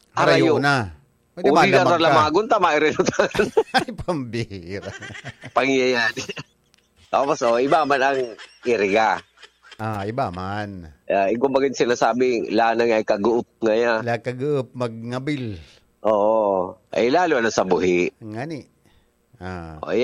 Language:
Bikol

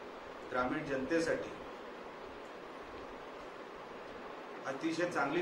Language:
Marathi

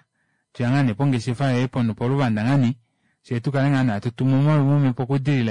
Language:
Kuanyama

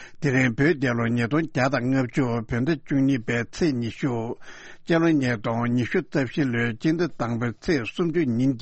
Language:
Tibetan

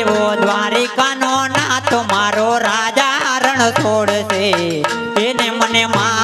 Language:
Gujarati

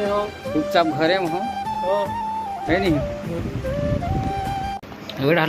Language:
Chhattisgarhi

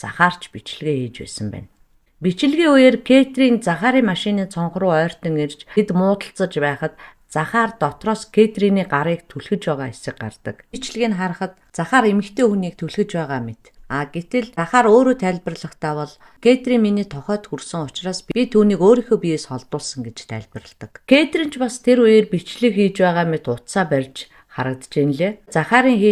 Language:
Mongolian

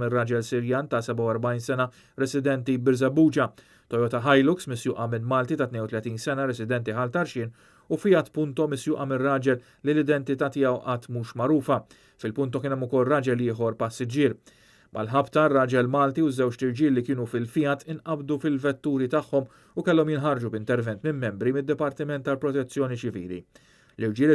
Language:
Maltese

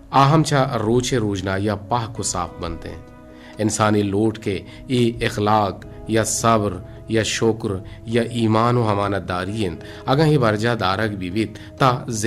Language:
Eastern Balochi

